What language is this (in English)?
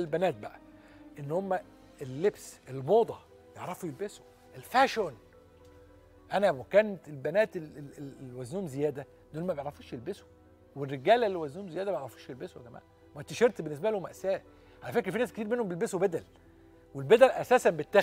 Egyptian Arabic